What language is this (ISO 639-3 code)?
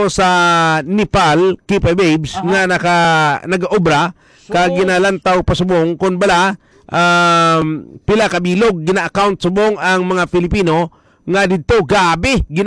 hil